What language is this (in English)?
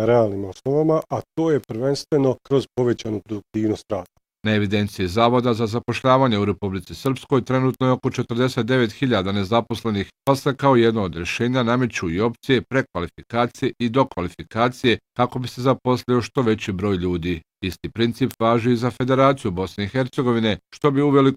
Bosnian